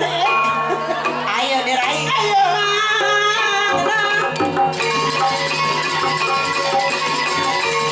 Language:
Indonesian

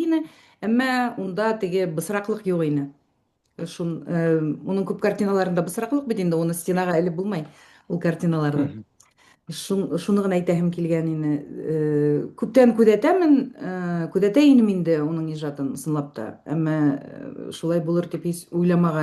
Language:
Bashkir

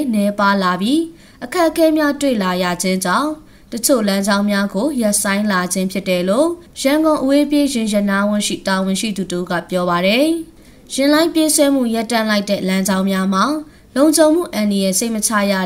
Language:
Burmese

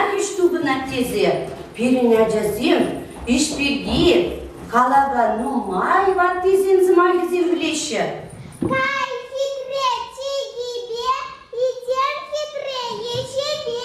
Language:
Chuvash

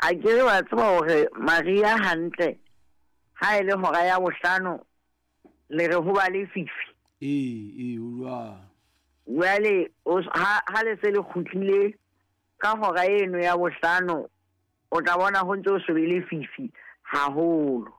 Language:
Southern Sotho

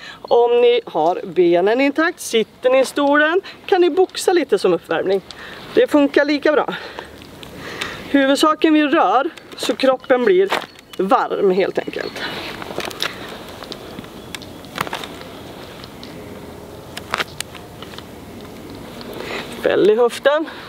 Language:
Swedish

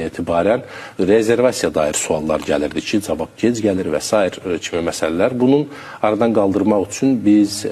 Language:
Azerbaijani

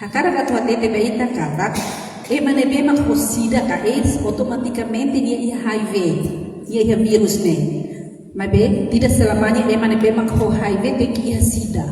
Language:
Tetum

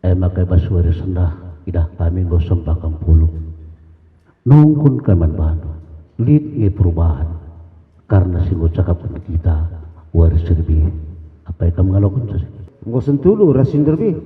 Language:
Batak Karo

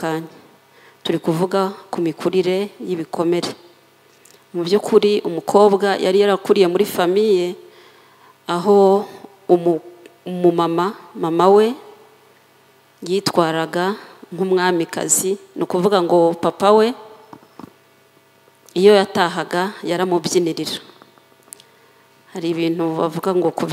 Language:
Kinyarwanda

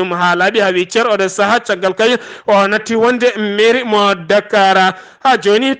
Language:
Fula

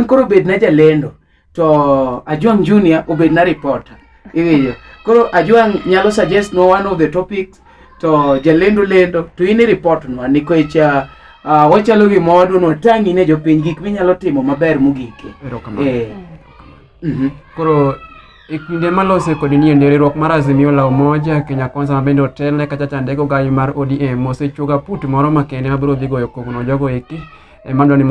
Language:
Luo (Kenya and Tanzania)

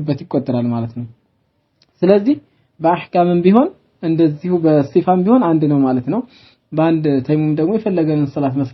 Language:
Amharic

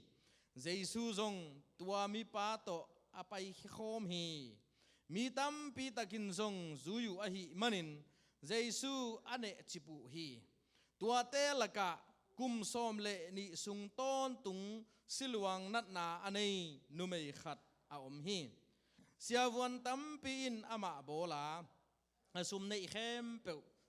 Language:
Tedim Chin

